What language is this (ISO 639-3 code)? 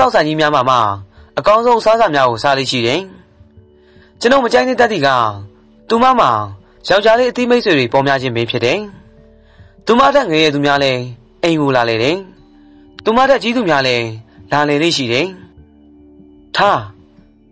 mya